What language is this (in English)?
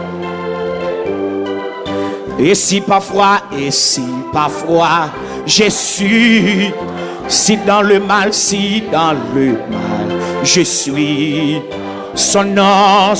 French